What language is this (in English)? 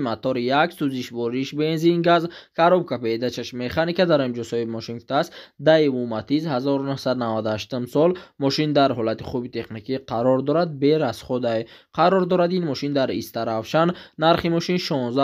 Tajik